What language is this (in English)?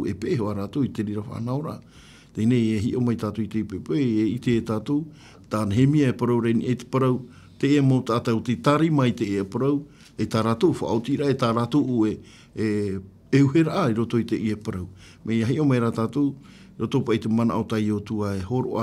Tahitian